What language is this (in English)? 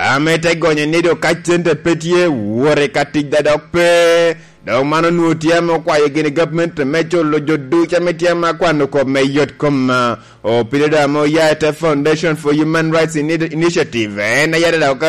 Lango (Uganda)